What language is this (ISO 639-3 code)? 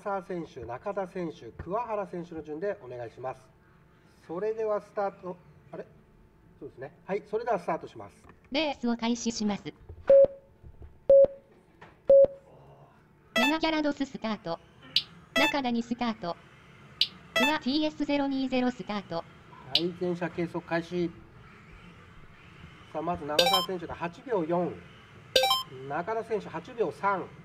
jpn